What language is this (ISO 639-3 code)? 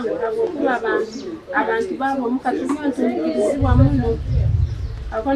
nyn